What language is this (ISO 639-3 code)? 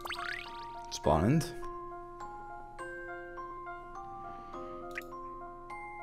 nld